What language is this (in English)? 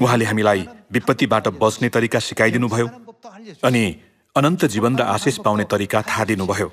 Nepali